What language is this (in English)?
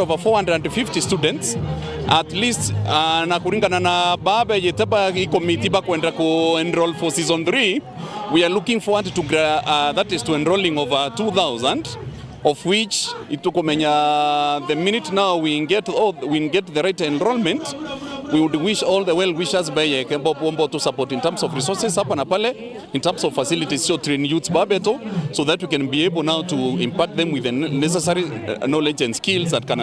Meru